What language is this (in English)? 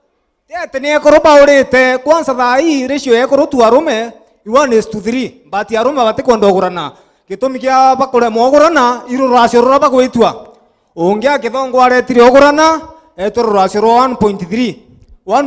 Meru